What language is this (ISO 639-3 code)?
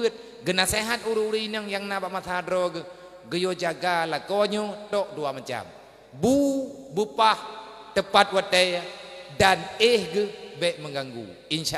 ace